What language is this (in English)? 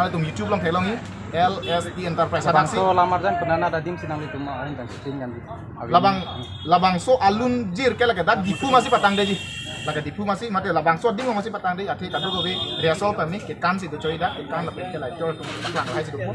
Karbi